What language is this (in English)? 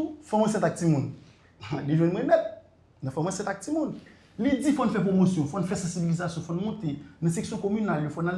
Haitian Creole